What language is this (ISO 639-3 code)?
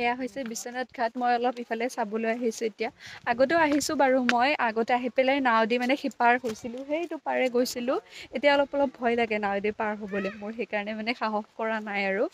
asm